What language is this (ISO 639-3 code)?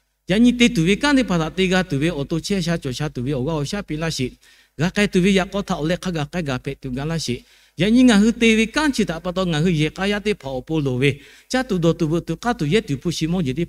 lhu